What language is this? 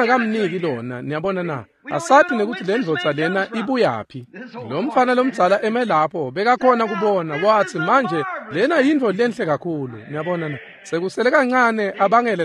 Swati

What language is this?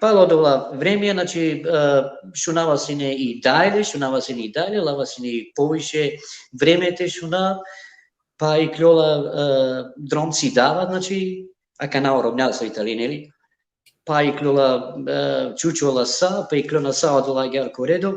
Balkan Romani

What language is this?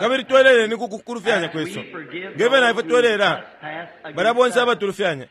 Bemba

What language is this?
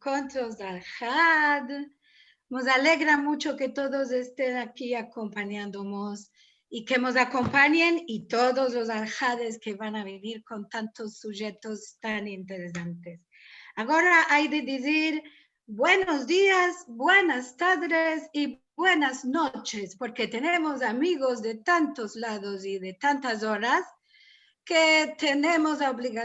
Ladino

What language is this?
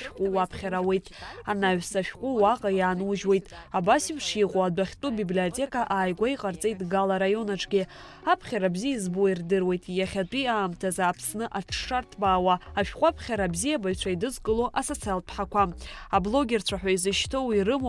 Abkhazian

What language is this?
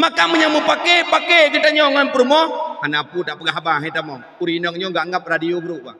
Achinese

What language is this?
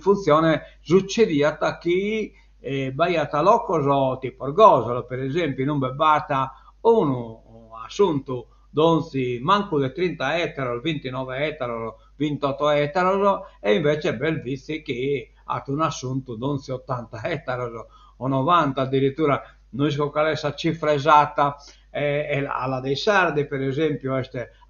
Sardinian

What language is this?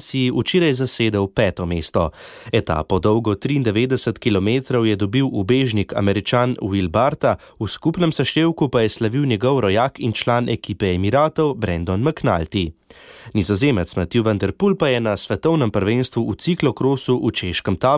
Slovenian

